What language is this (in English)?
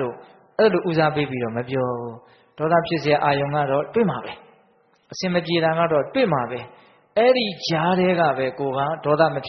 Burmese